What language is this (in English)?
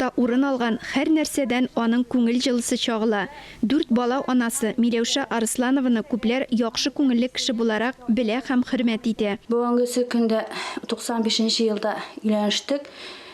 Tatar